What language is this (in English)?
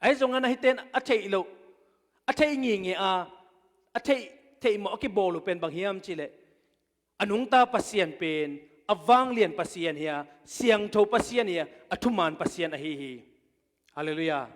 Tedim Chin